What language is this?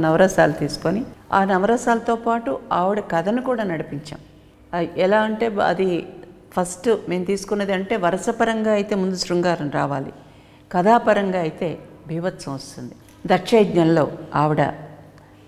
Telugu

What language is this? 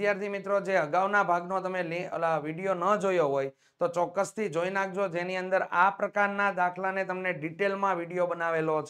Gujarati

